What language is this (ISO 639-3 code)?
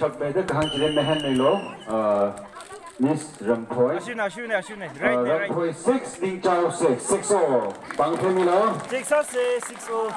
nmf